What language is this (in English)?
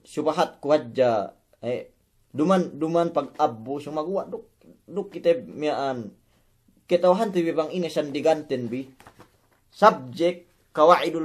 Yakan